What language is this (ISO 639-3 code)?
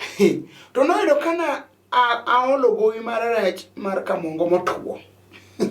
luo